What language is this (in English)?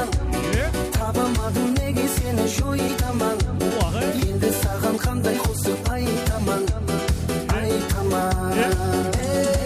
Kara-Kalpak